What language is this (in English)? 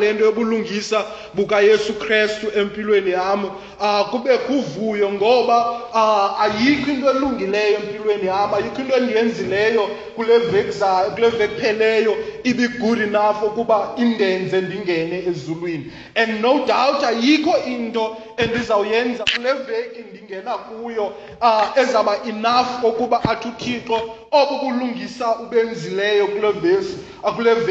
Xhosa